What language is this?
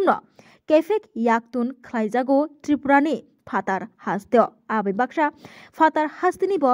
Kok Borok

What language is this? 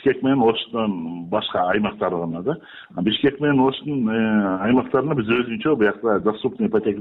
Kyrgyz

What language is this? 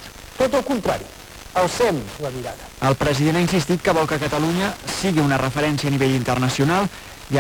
Catalan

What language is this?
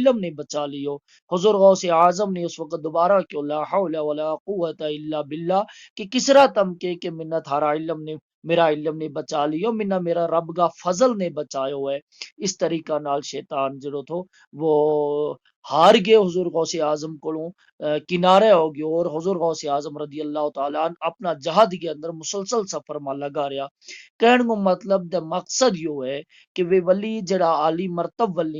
Gujari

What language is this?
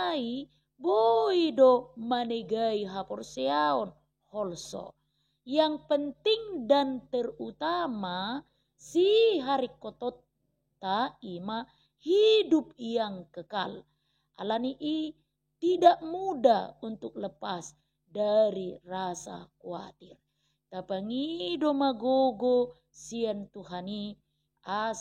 Batak Toba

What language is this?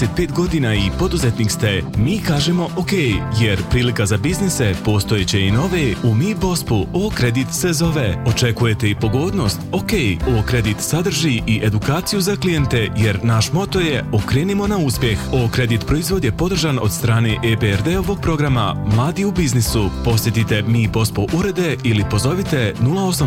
Bosnian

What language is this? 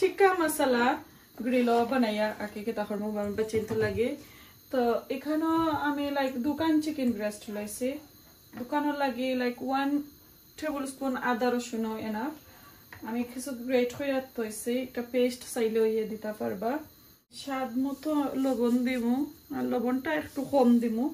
Sylheti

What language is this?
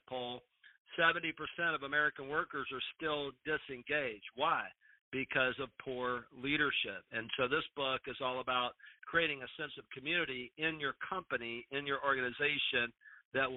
English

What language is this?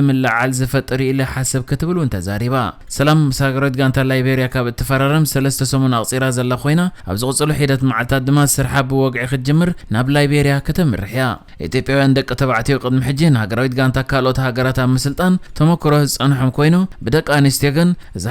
Tigrinya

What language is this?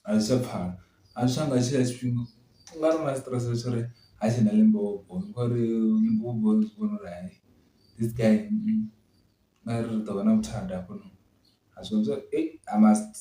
Venda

